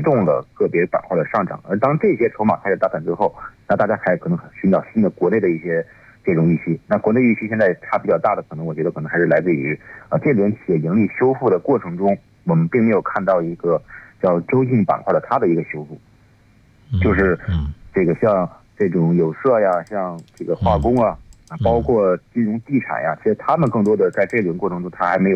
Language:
Chinese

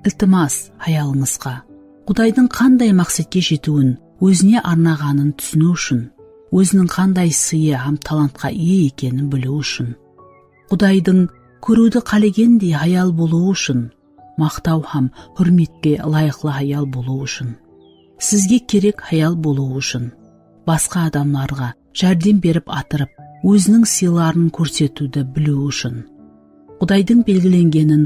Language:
Kara-Kalpak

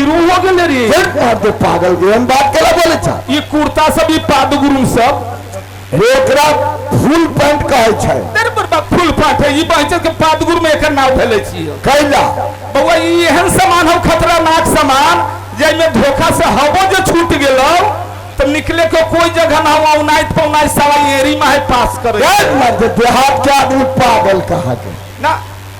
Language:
Maithili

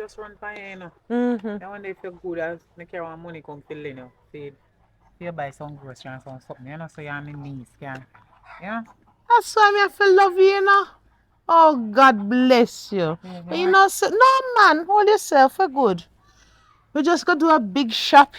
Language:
Jamaican Creole English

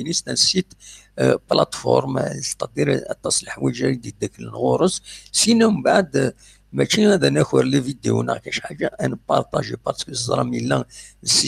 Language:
Kabyle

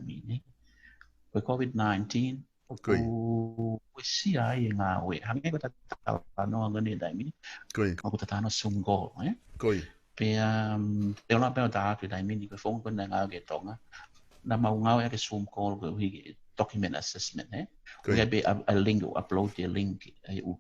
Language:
Tongan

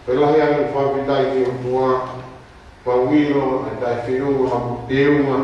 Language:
Tongan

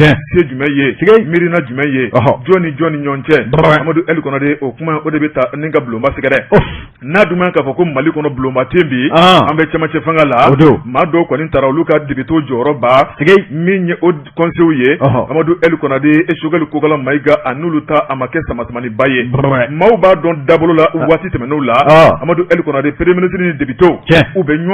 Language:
Bambara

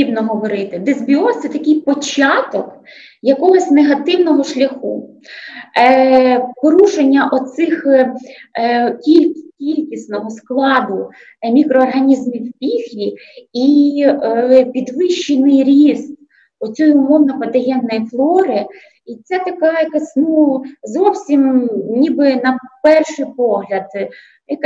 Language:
Ukrainian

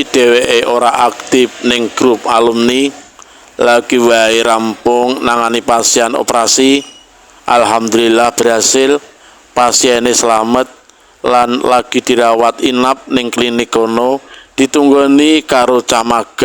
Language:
Javanese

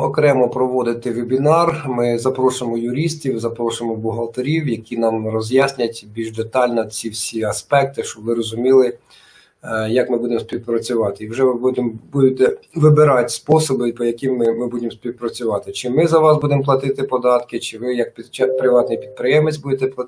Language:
Ukrainian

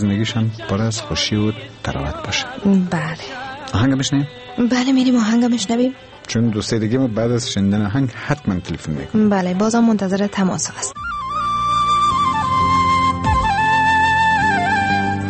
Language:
Persian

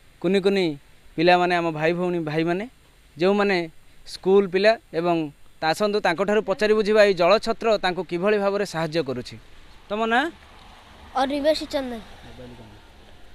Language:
Odia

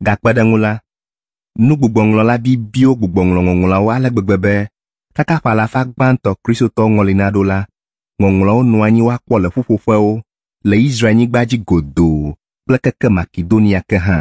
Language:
Ewe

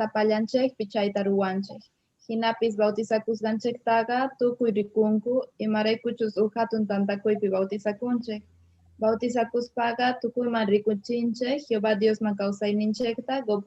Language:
Quechua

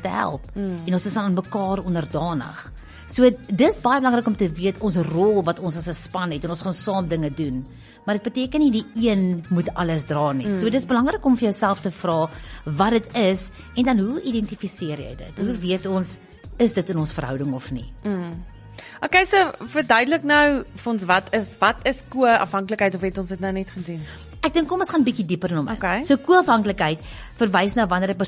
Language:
Afrikaans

